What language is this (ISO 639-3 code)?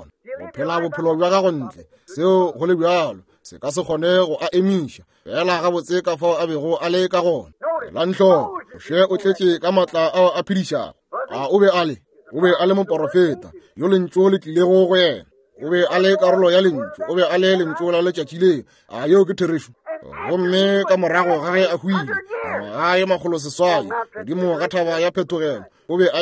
nso